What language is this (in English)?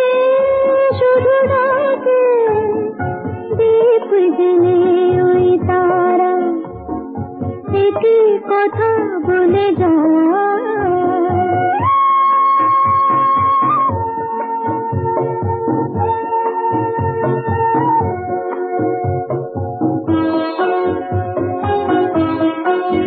Bangla